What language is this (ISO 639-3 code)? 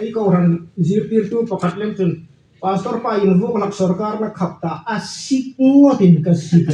hmr